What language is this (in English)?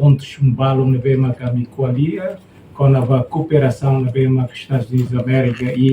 Tetum